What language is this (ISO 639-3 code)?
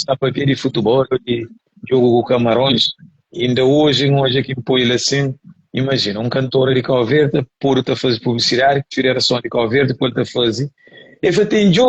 kea